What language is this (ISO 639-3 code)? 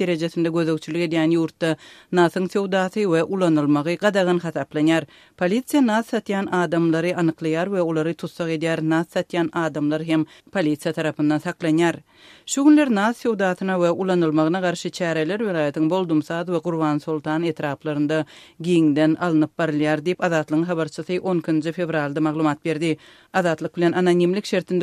tuk